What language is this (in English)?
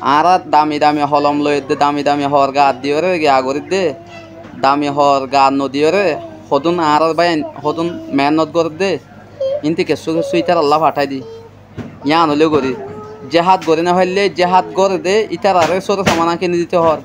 Rohingya